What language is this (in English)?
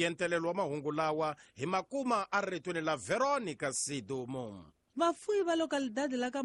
Tsonga